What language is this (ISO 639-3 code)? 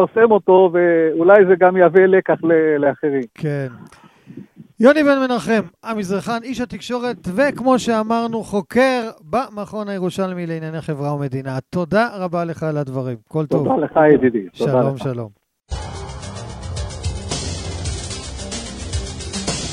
heb